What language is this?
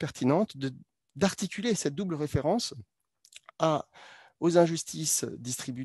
French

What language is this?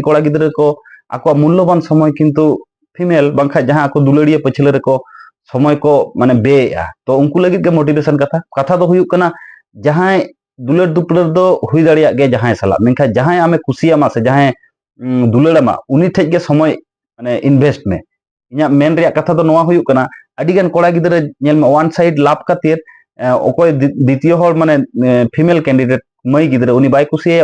Santali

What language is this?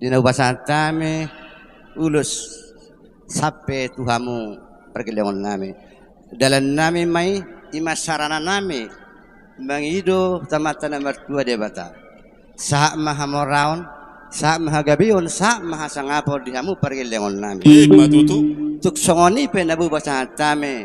Batak Toba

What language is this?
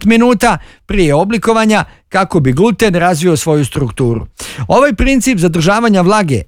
Bosnian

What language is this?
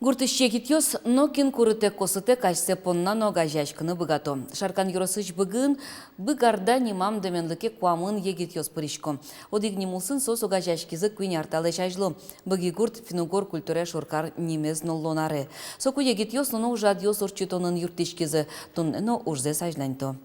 Udmurt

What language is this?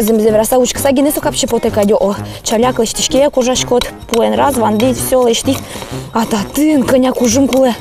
Udmurt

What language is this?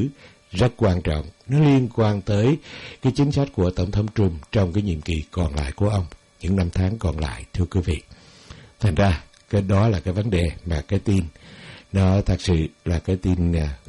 Vietnamese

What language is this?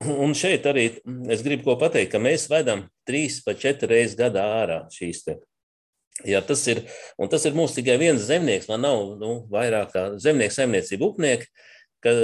Latvian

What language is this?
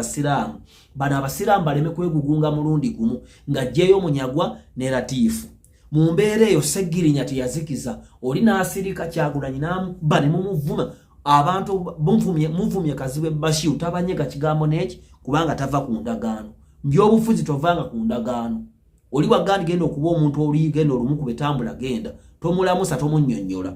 Ganda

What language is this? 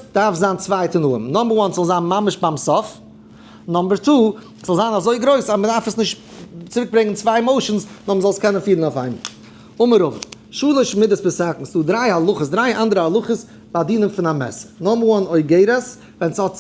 Yiddish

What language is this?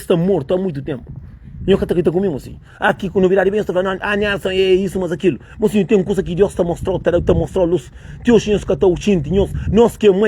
Kabuverdianu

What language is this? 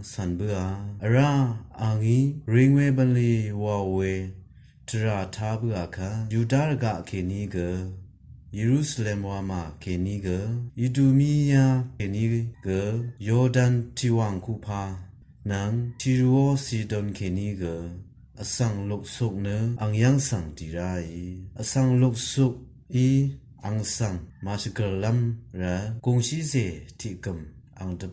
Rawang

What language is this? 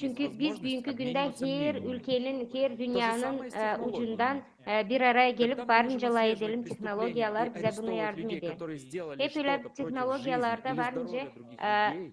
Gagauz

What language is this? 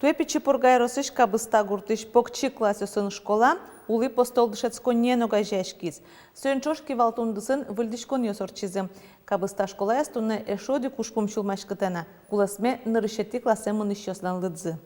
Udmurt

